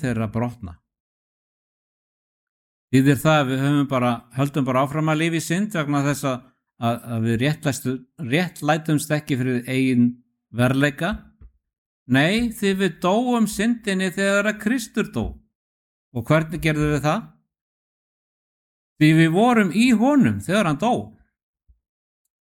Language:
Icelandic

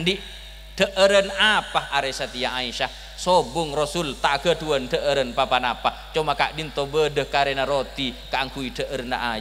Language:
Madurese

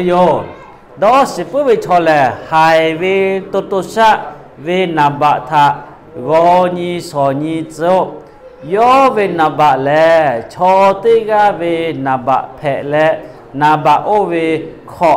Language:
Lahu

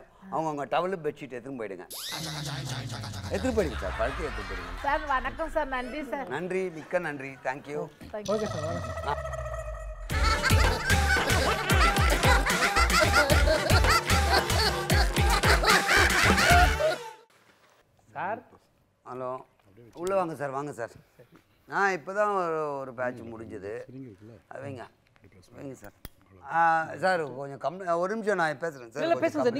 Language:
Tamil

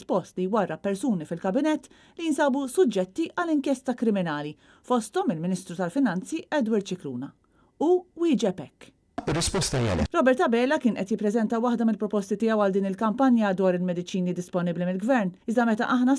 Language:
Maltese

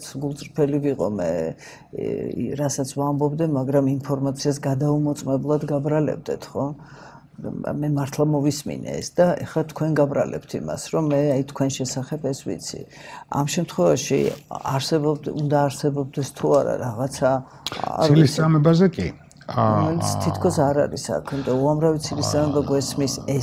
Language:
Georgian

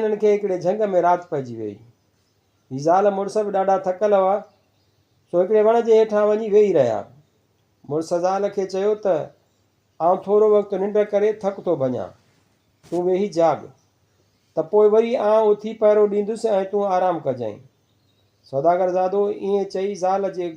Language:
Sindhi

